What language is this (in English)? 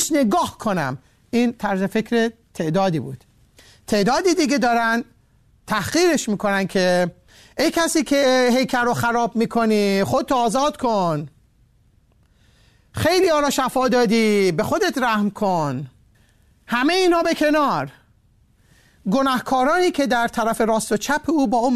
Persian